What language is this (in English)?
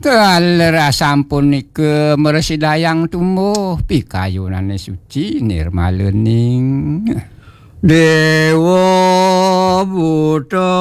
Balinese